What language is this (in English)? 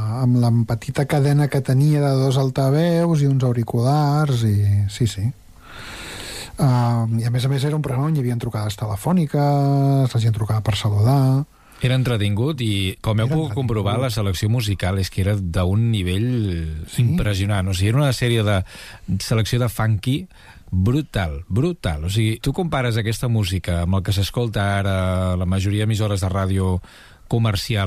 Catalan